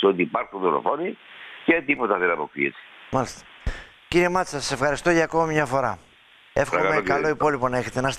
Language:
Greek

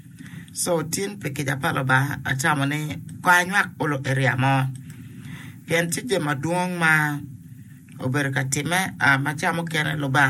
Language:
Acoli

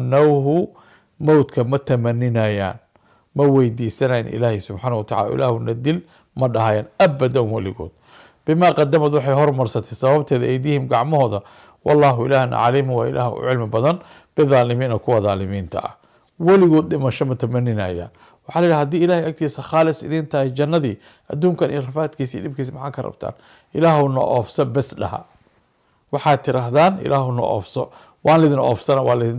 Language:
Somali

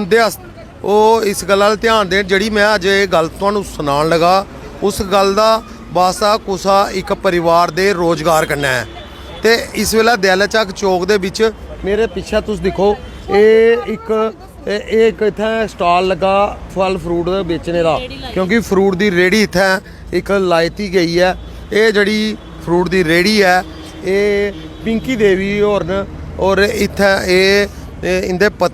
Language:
Dogri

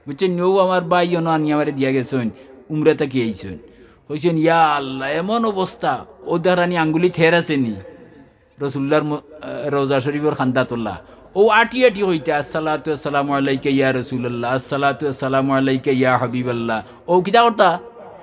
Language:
Sylheti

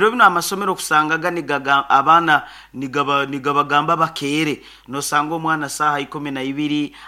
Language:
Nyoro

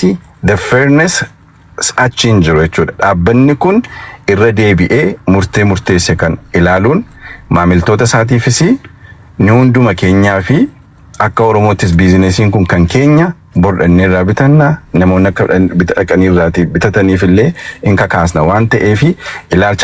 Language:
Oromo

